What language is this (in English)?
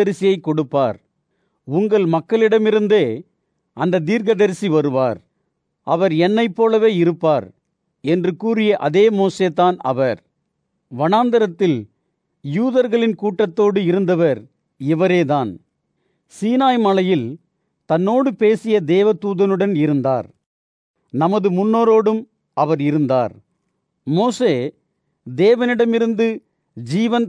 Tamil